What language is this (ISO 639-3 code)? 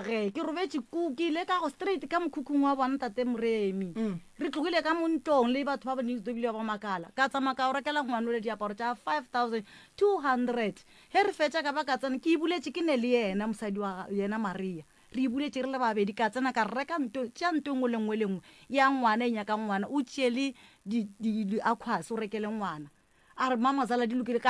nso